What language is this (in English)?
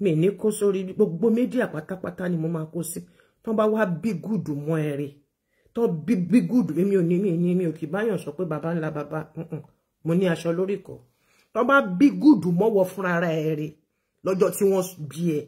Yoruba